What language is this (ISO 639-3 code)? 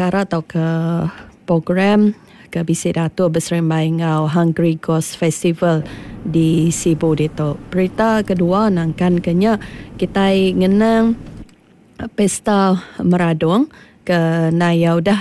iba